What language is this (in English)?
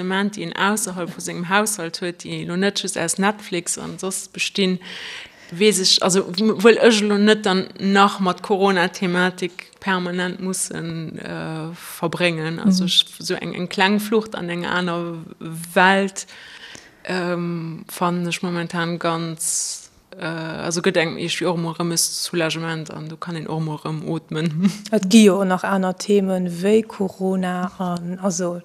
Luxembourgish